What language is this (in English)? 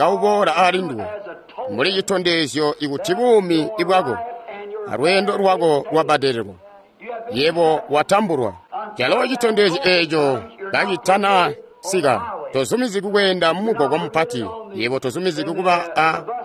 Tonga (Zambia)